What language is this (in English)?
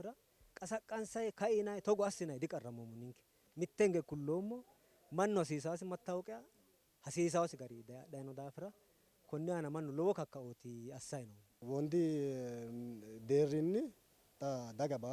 Sidamo